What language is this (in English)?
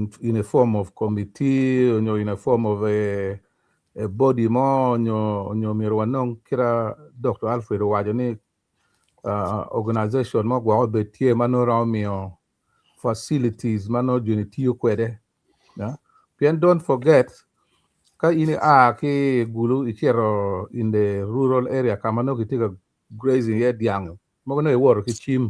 Acoli